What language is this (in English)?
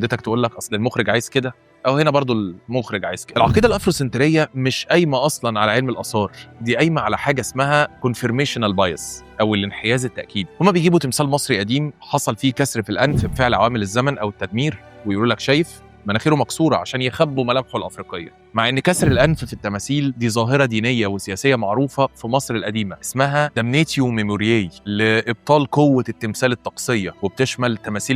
Egyptian Arabic